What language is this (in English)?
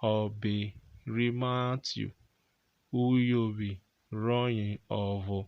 Urhobo